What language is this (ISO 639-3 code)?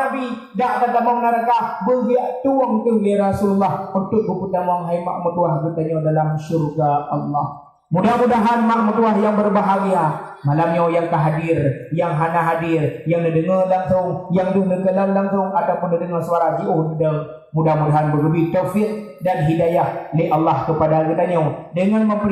ace